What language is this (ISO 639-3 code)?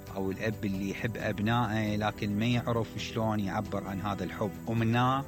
acm